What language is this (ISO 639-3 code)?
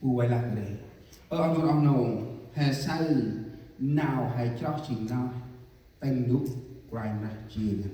cmo